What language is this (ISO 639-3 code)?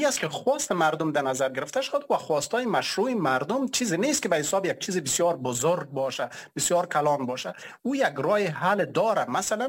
fas